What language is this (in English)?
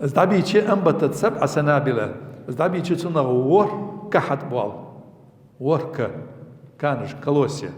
Ingush